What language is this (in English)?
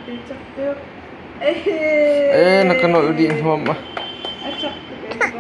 Hakha Chin